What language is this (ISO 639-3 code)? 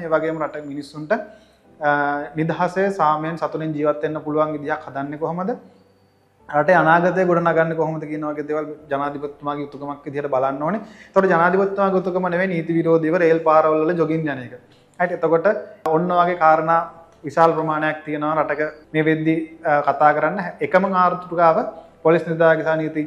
sin